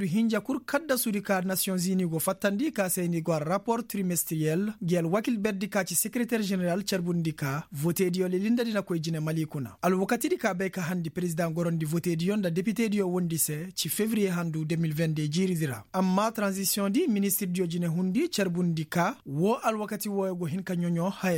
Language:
Koyraboro Senni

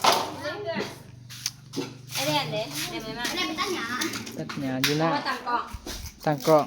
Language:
Northeastern Thai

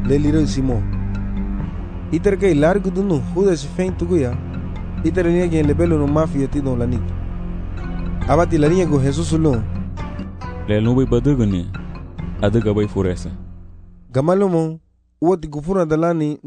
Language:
Garifuna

